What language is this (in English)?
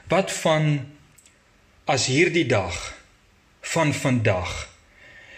Afrikaans